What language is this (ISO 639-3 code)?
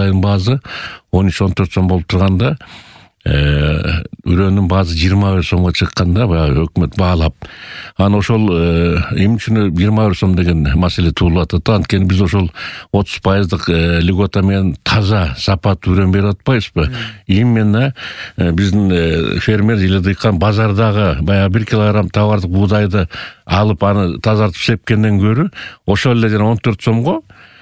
kir